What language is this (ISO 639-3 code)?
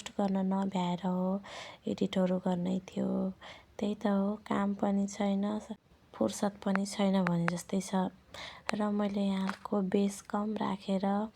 nep